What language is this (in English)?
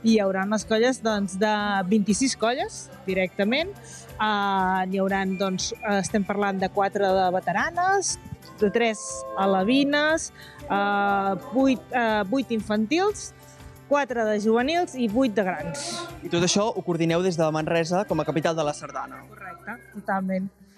Catalan